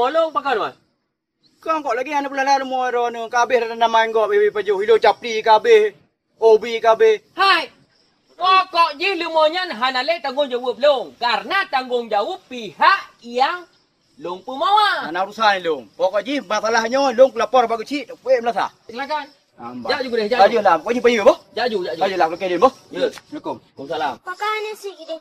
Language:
Achinese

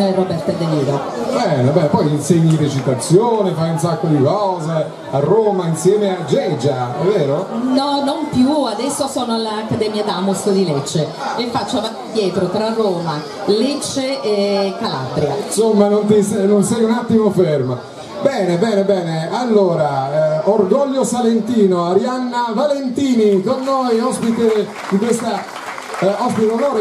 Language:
Italian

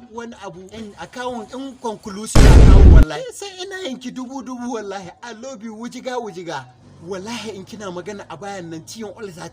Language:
Hausa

